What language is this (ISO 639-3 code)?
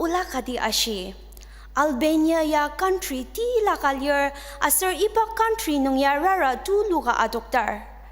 njo